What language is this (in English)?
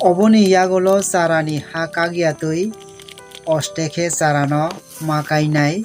Kok Borok